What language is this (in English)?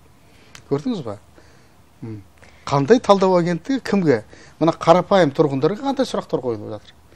Kazakh